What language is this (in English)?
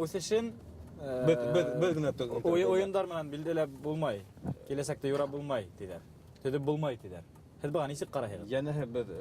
Bashkir